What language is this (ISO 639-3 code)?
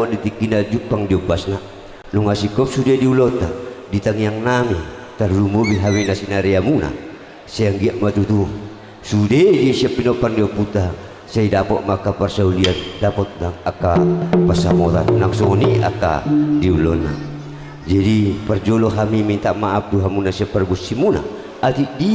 bbc